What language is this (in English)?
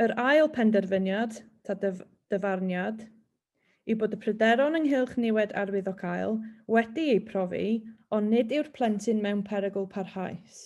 Welsh